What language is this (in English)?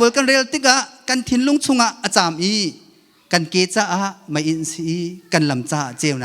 Hakha Chin